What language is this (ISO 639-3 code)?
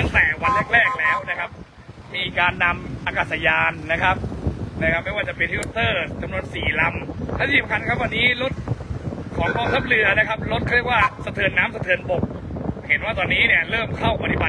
tha